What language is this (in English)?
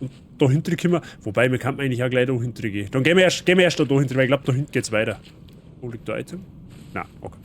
Bavarian